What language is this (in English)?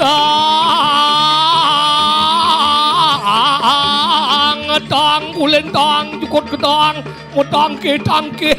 Balinese